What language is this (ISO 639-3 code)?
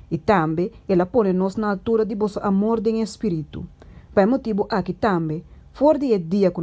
pap